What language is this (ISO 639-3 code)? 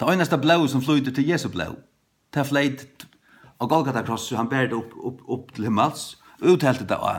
fao